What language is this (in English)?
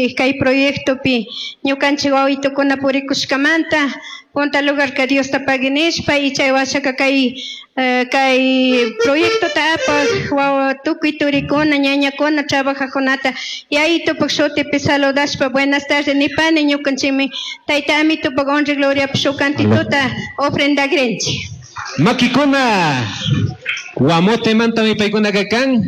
Chimborazo Highland Quichua